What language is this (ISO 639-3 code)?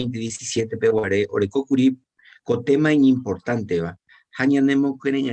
grn